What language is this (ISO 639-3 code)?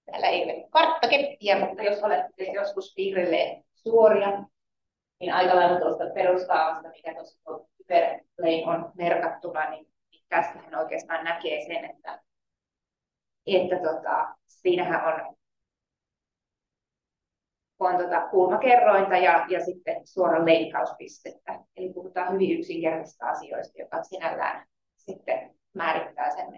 fin